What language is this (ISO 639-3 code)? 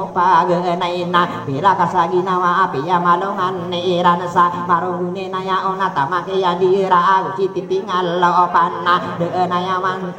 mrw